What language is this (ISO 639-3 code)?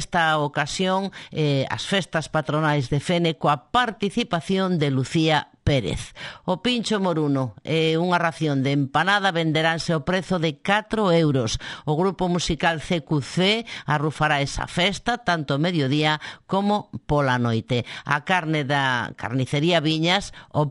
glg